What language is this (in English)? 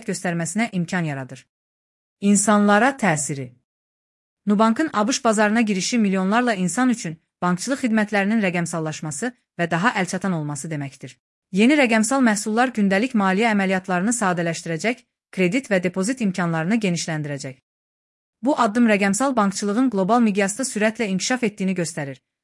Azerbaijani